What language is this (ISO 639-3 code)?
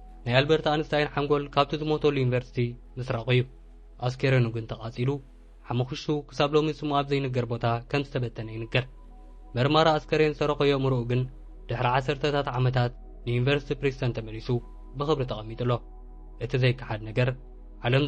tir